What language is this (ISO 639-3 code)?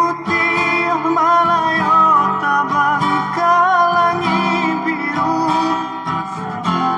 min